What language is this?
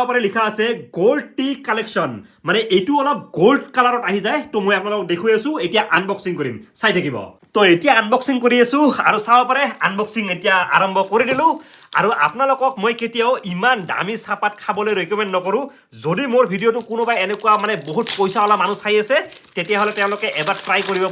Assamese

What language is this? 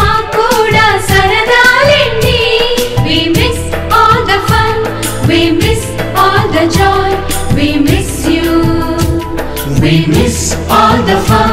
Telugu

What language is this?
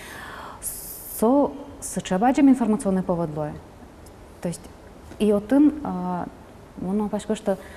Udmurt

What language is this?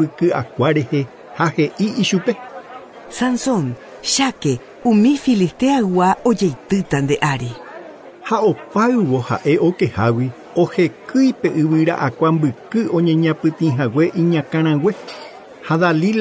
Guarani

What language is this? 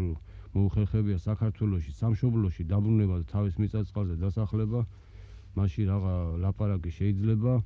Georgian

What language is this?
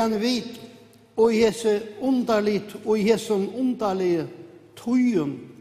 Faroese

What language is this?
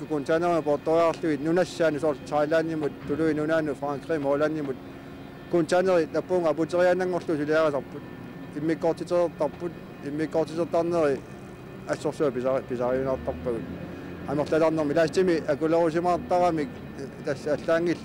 Kalaallisut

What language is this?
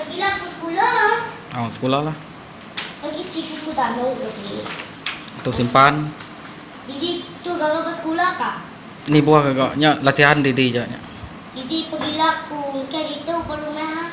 Iban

